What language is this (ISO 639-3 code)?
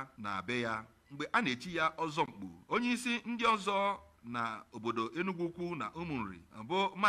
ibo